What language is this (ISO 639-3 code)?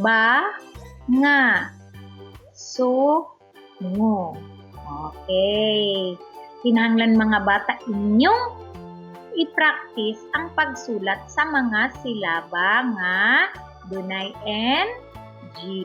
ceb